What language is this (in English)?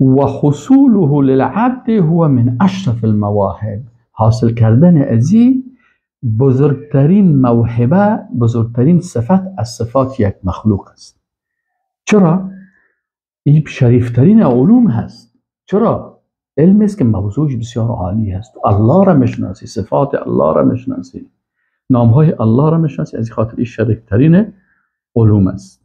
Persian